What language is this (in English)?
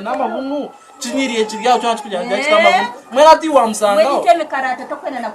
Nyankole